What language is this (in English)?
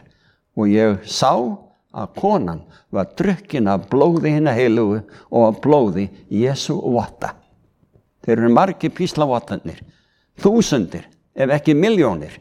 Icelandic